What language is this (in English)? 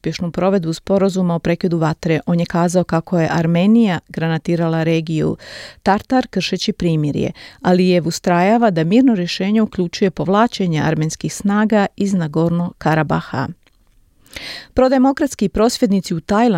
Croatian